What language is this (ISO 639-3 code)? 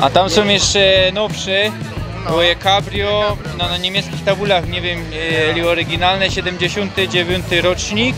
szl